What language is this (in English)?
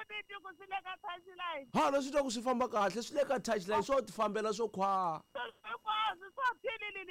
Tsonga